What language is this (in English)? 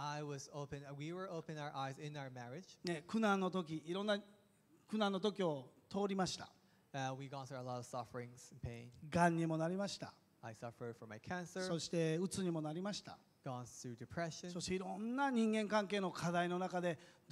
Japanese